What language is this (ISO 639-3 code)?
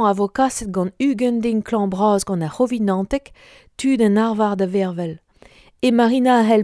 bre